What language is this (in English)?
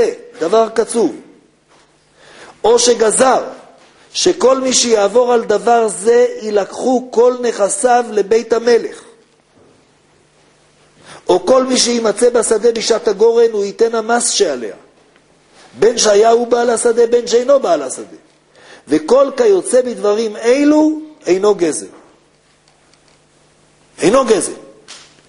Hebrew